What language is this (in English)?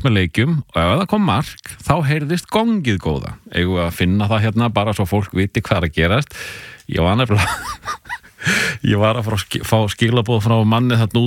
Icelandic